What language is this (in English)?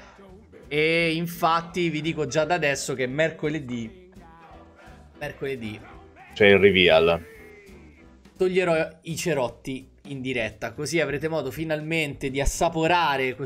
Italian